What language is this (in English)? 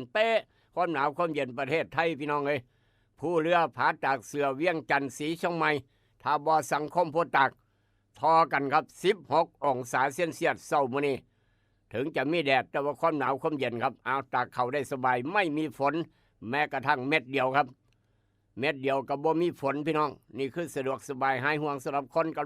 Northeastern Thai